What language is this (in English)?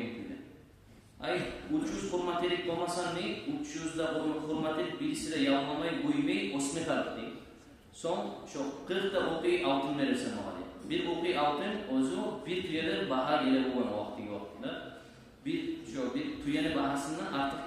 Kumyk